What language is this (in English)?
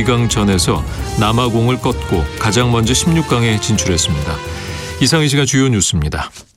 Korean